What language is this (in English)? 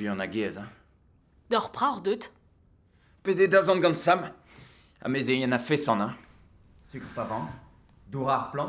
Breton